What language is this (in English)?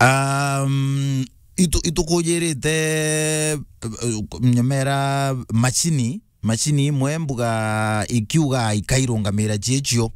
Meru